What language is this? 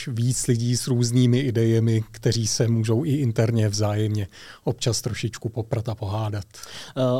Czech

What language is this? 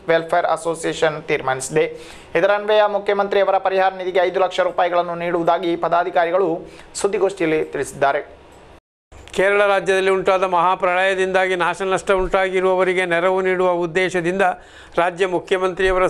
Kannada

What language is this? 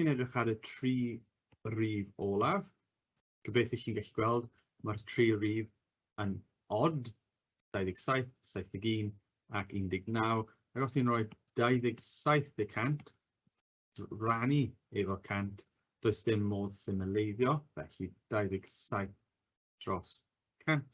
Welsh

